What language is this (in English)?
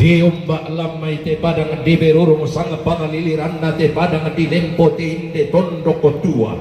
Toraja-Sa'dan